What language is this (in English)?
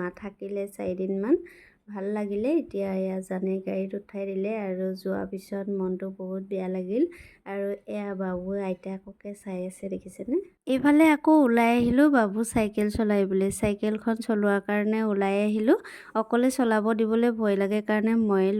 Assamese